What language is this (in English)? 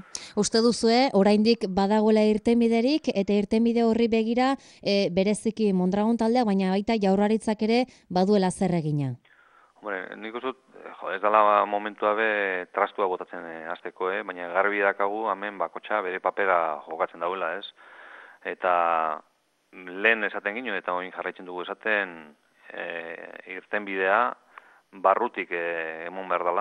Basque